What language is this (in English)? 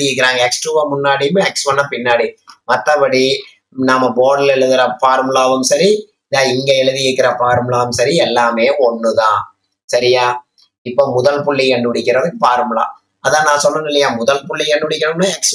Tamil